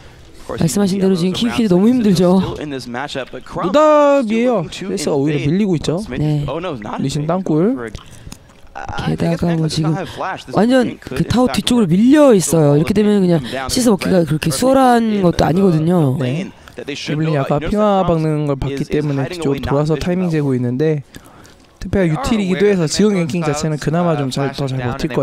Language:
Korean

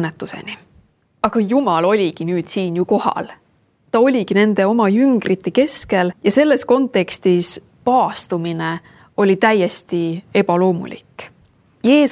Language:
Estonian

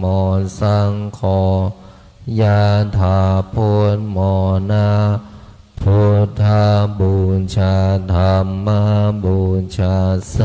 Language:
Pali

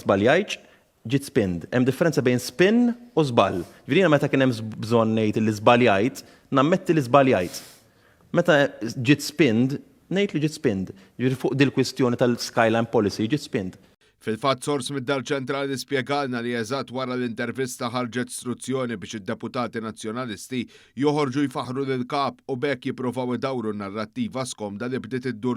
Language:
Maltese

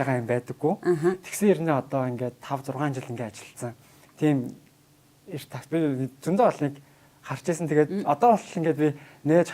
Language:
Mongolian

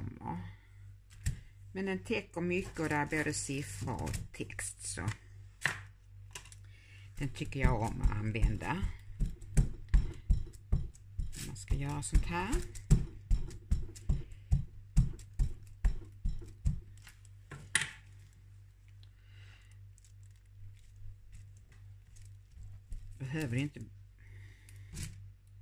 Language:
Swedish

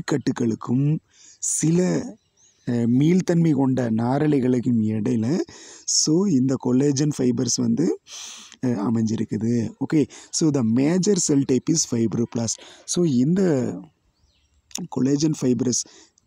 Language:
Tamil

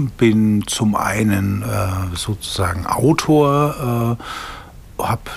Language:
German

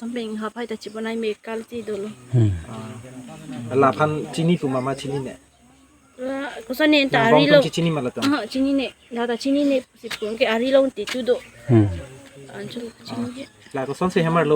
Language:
Karbi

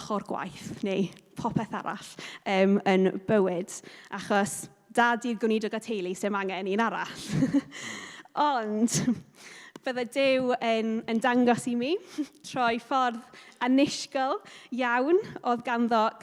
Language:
Welsh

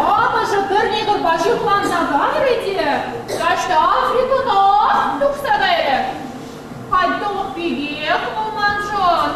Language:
Chuvash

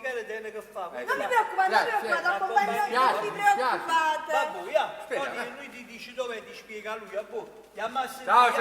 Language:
Neapolitan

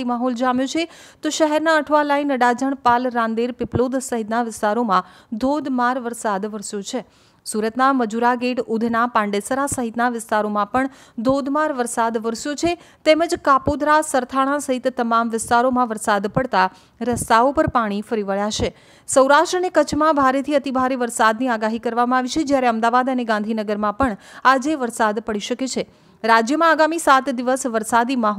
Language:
Gujarati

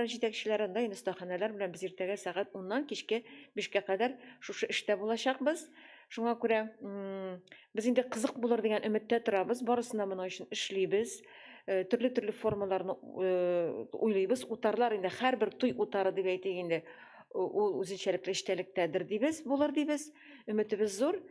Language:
Tatar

